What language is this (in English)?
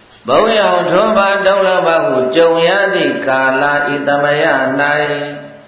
Burmese